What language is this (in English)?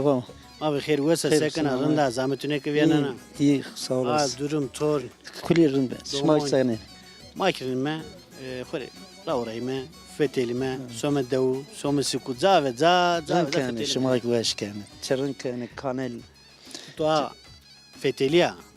Zaza